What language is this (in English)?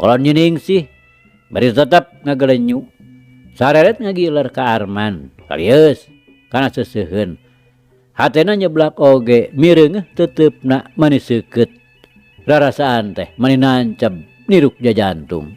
Sundanese